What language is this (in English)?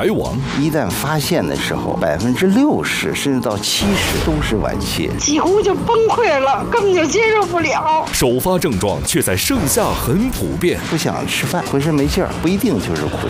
Chinese